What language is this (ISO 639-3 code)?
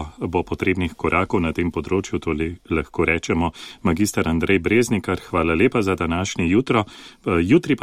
slv